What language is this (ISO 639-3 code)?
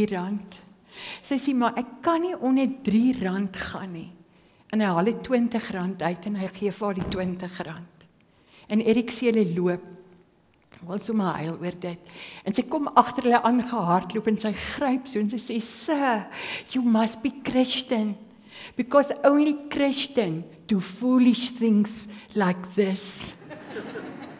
afr